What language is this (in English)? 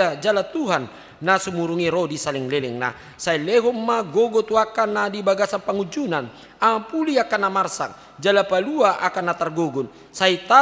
Batak Toba